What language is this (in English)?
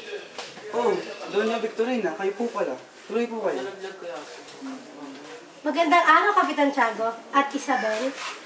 Filipino